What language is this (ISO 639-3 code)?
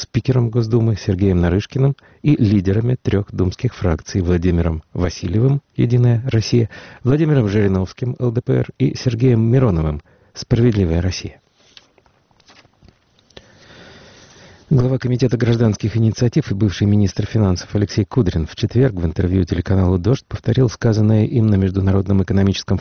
rus